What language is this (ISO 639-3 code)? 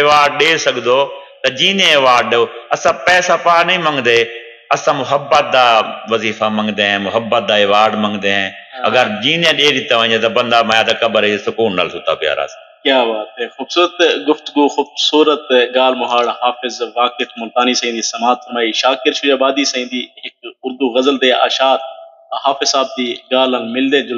skr